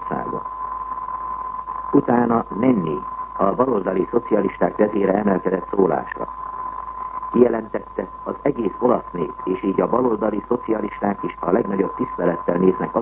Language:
Hungarian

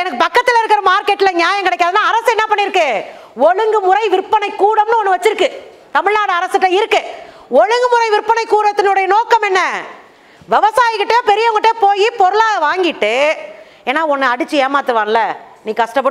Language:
Tamil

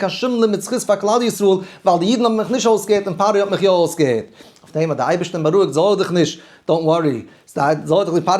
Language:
Yiddish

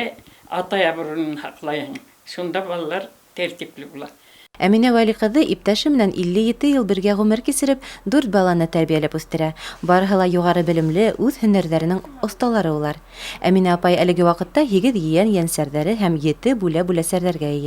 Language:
Bashkir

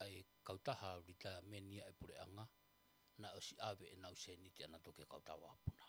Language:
Tongan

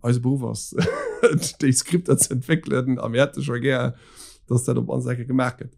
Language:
Luxembourgish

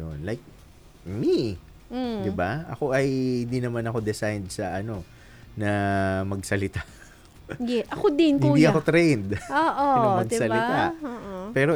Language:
Filipino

